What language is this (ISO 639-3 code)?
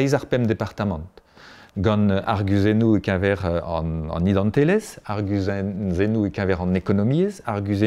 bre